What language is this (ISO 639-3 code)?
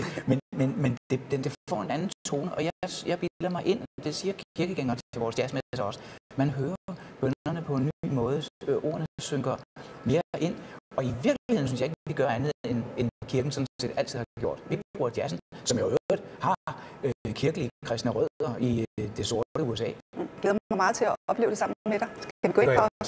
dan